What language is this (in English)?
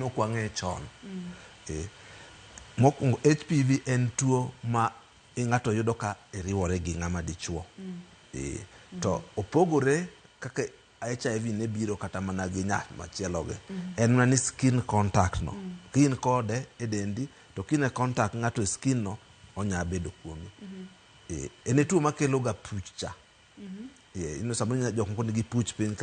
Luo (Kenya and Tanzania)